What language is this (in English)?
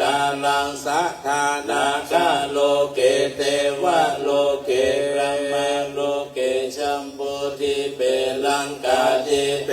Pali